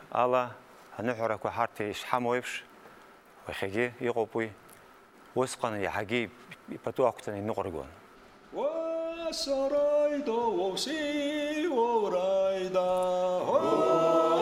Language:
Abkhazian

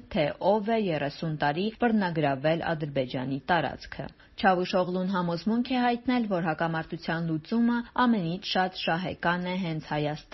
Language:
Armenian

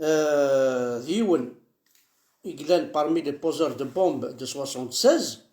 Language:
Kabyle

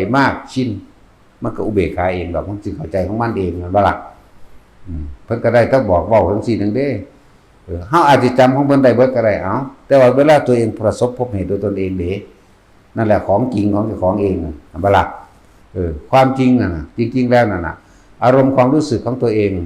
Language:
Northeastern Thai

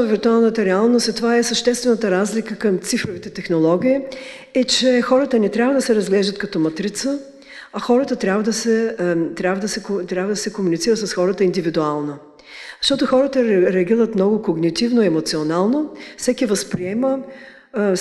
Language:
Bulgarian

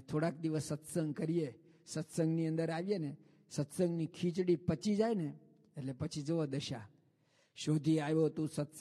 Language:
Gujarati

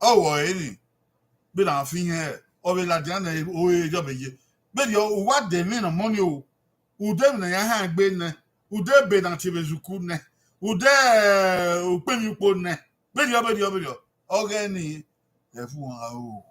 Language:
Bini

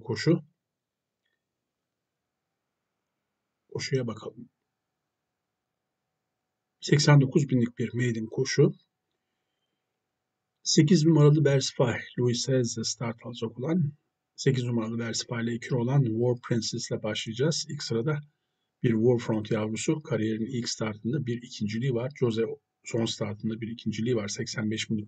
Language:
Turkish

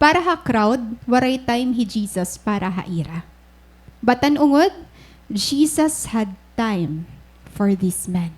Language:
Waray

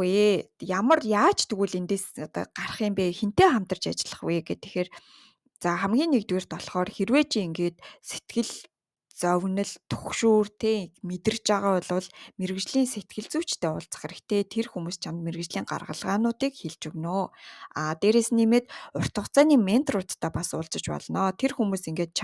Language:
Mongolian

